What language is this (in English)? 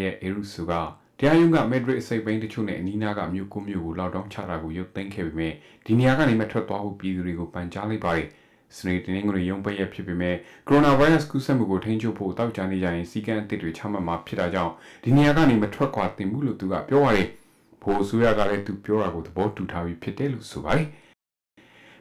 Burmese